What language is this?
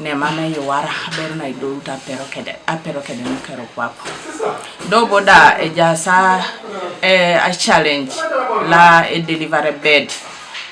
Teso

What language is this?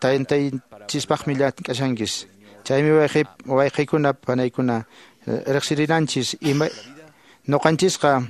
Quechua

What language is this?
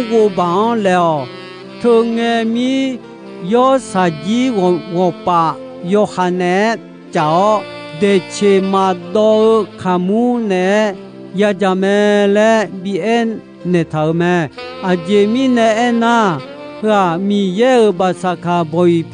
Akha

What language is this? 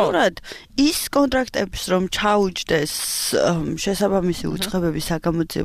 Georgian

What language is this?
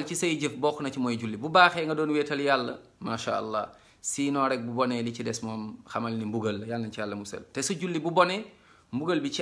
Wolof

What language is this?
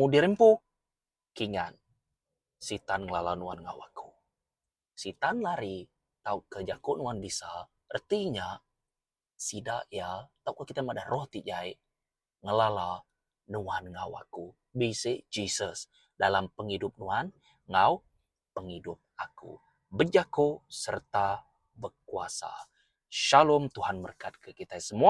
Iban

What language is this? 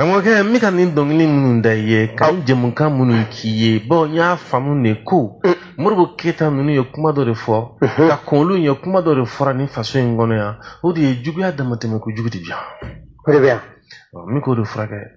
Bambara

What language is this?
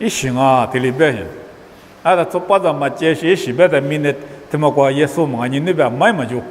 Lisu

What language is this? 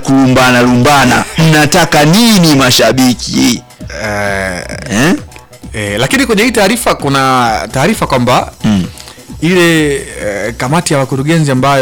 Swahili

